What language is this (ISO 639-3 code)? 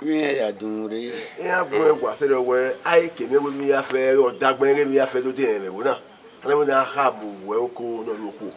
bin